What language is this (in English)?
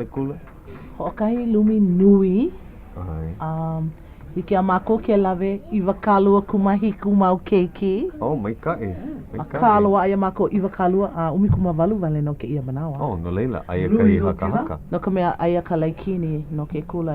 Hawaiian